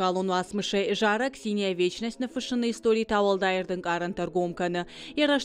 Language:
Ossetic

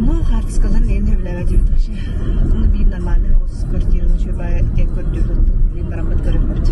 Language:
Yakut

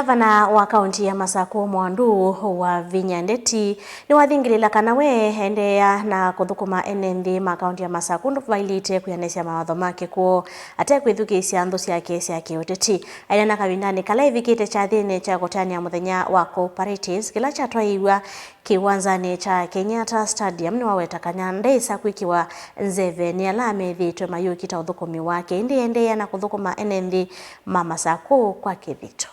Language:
Kamba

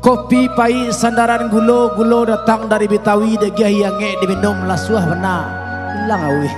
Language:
Minangkabau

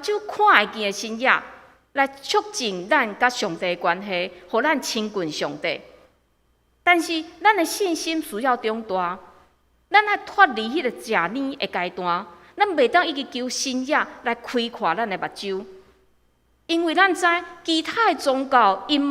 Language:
Min Nan Chinese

